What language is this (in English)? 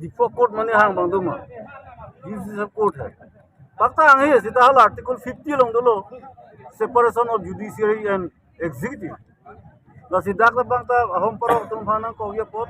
Karbi